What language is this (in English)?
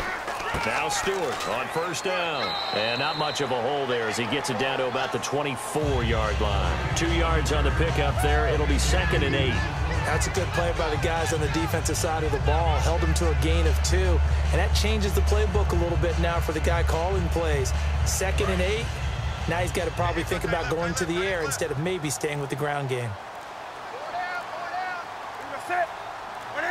English